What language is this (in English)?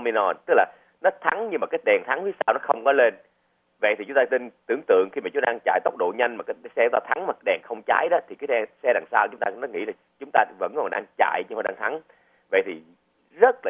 Vietnamese